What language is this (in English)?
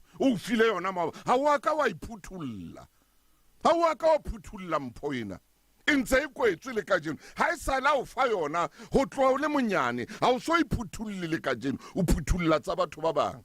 Southern Sotho